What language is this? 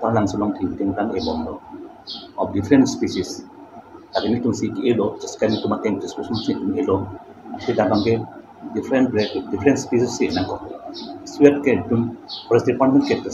Karbi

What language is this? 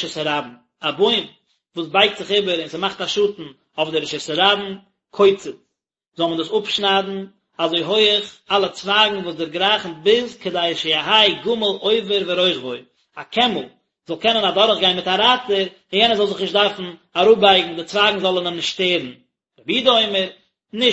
Yiddish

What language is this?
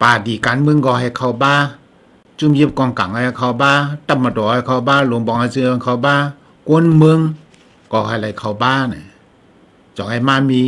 Shan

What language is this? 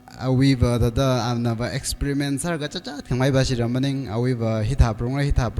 Tangkhul Naga (India)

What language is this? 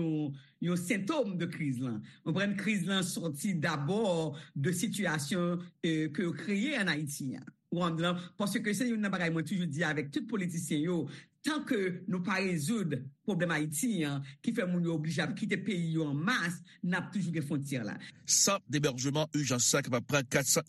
Haitian Creole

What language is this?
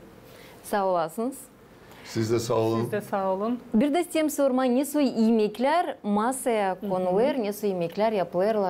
Gagauz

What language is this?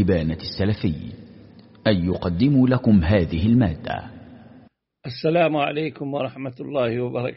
Arabic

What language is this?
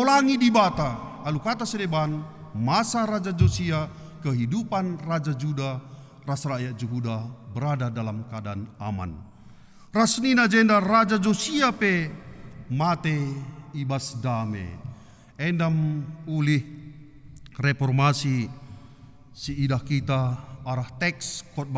Batak Karo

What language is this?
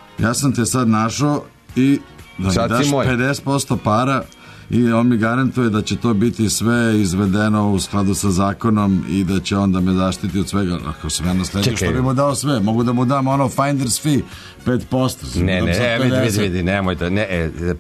Serbian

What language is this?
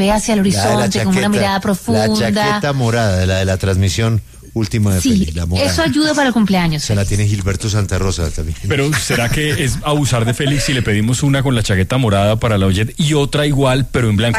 Spanish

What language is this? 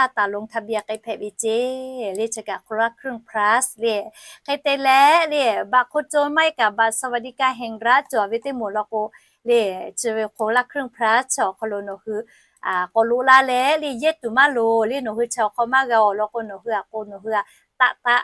Lahu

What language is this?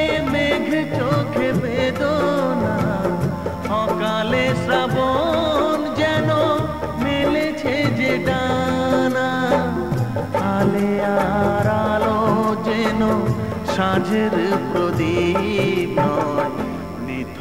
Bangla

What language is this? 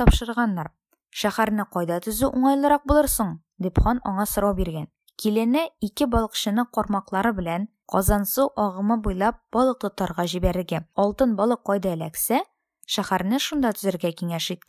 Tatar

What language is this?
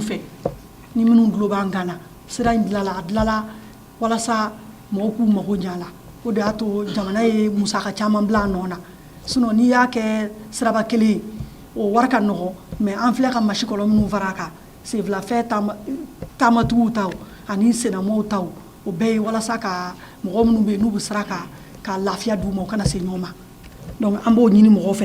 Bambara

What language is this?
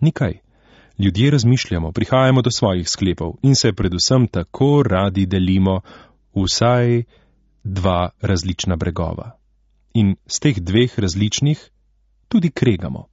Slovenian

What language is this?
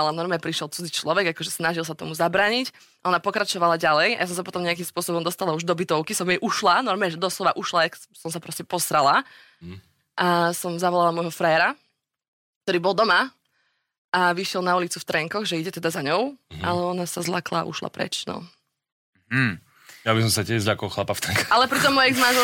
Slovak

